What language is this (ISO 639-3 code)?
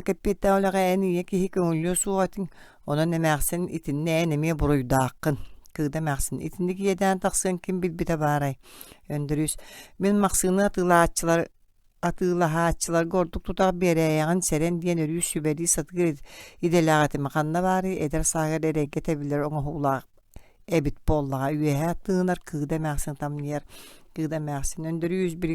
sah